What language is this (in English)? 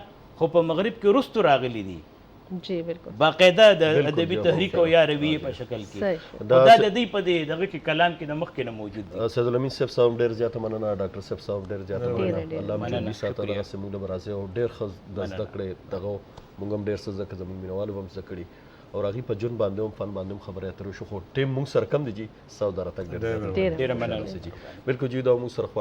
Pashto